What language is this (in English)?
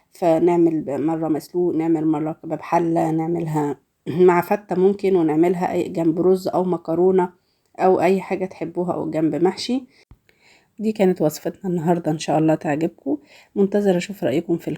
Egyptian Arabic